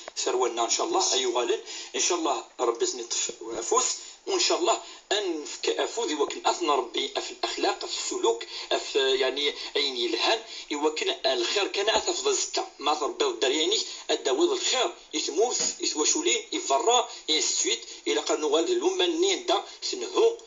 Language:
Kabyle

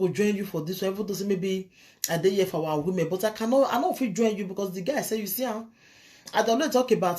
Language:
Nigerian Pidgin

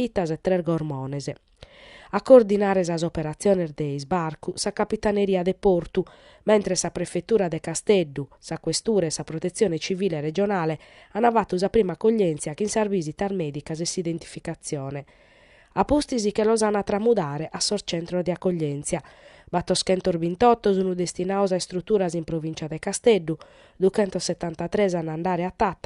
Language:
Sardinian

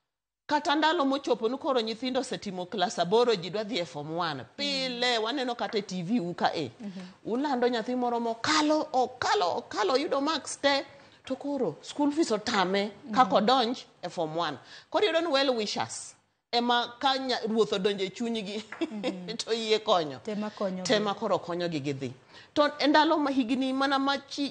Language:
Luo (Kenya and Tanzania)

